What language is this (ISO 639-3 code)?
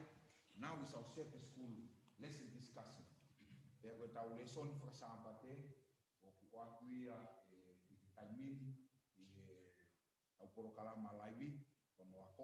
ton